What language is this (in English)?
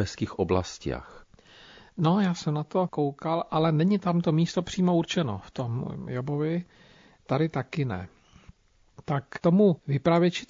Czech